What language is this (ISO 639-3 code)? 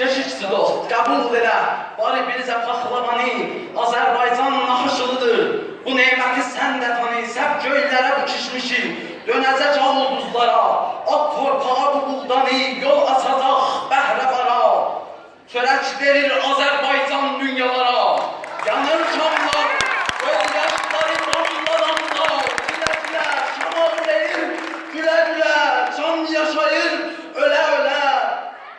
azb